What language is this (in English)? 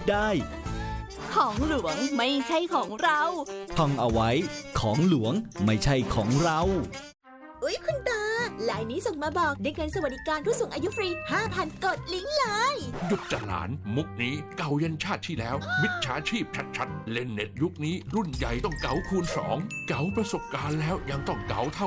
Thai